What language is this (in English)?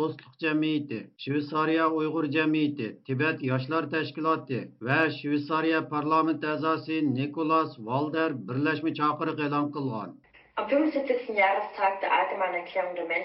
Uyghur